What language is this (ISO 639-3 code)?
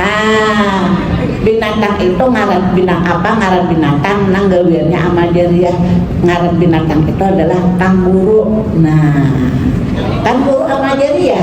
bjn